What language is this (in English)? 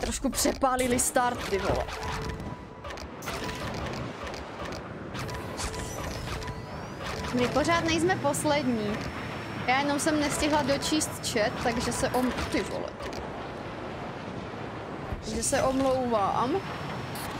Czech